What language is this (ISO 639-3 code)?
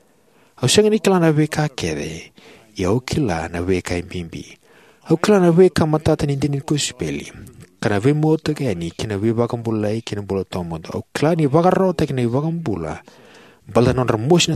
fij